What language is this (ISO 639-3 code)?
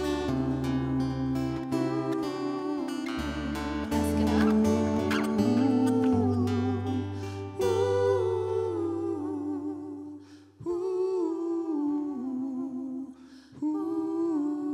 eus